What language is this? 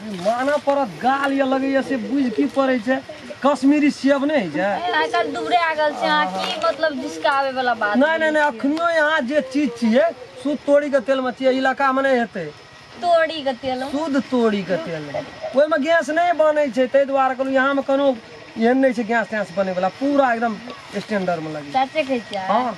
Maithili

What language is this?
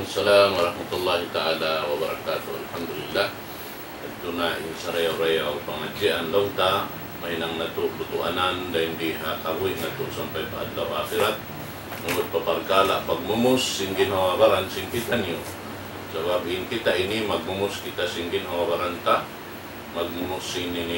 Tausug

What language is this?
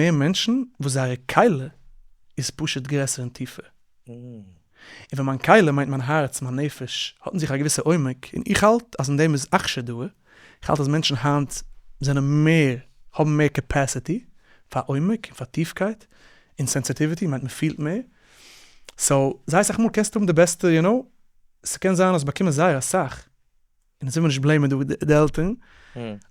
Yiddish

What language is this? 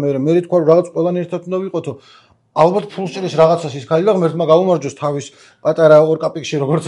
Georgian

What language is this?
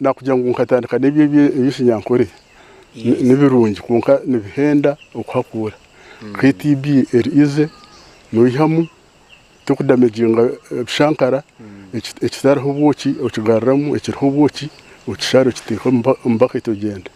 Nyankole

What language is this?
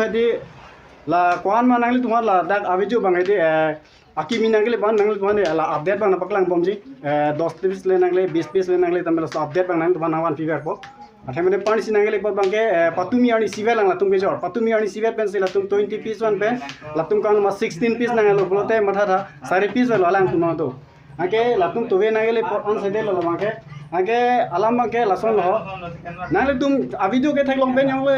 Karbi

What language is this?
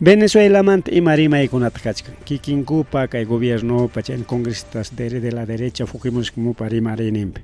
Ayacucho Quechua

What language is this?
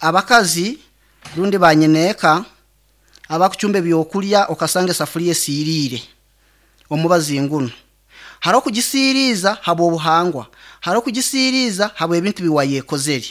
Nyankole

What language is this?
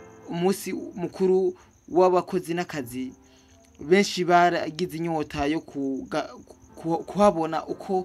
Rundi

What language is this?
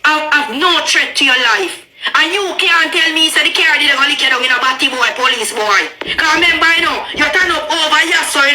Jamaican Creole English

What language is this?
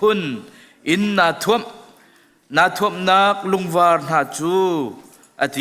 Hakha Chin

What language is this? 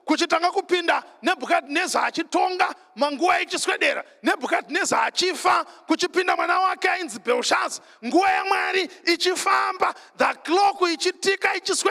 Shona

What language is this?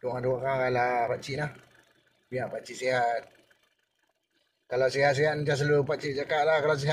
Malay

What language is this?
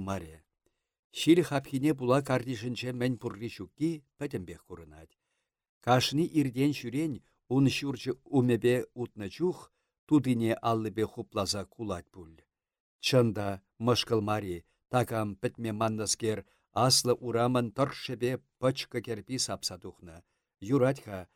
Chuvash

